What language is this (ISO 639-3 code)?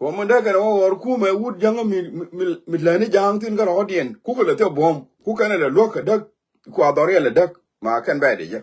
nus